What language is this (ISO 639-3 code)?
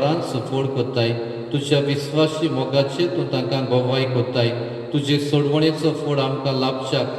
kok